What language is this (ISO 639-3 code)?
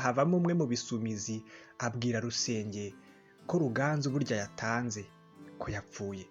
kin